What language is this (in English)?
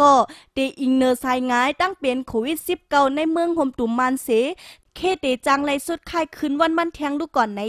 Shan